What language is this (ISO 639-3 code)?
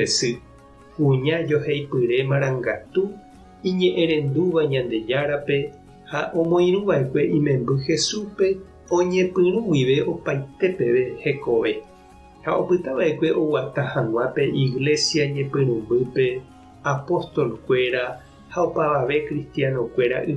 grn